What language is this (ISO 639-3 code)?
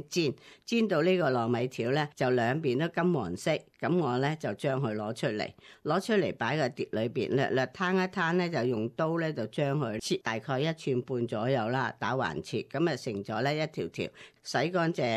yue